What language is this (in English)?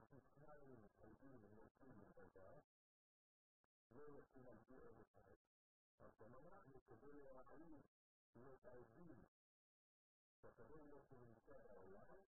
Hebrew